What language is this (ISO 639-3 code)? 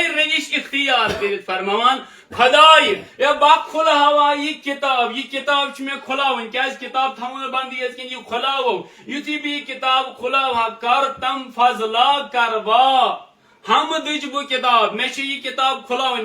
kas